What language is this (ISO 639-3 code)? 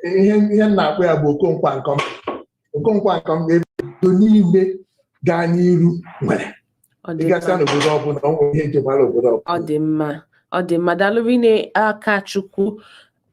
ibo